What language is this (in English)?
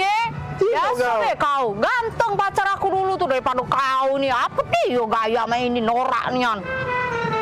Musi